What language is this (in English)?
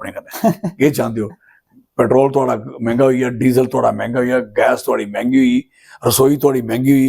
Dogri